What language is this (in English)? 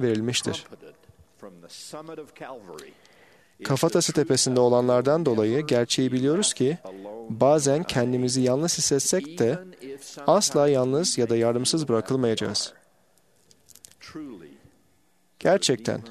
Turkish